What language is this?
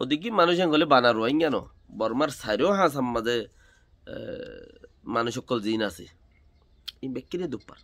Rohingya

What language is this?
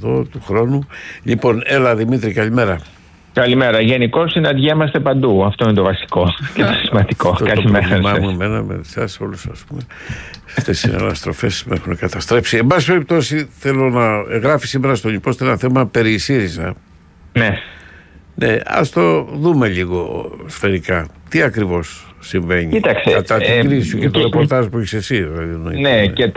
Greek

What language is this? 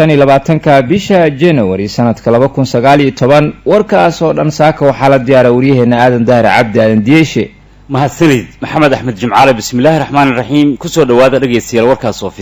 Somali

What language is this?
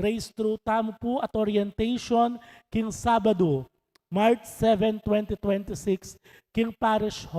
Pampanga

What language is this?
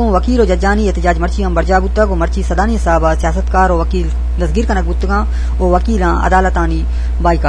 Eastern Balochi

